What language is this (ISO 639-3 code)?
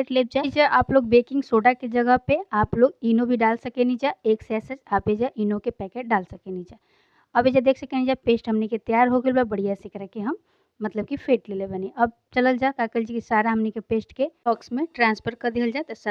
bho